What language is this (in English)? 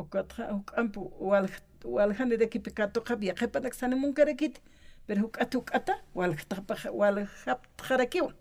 Aymara